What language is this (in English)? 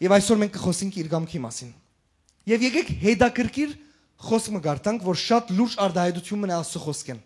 Western Armenian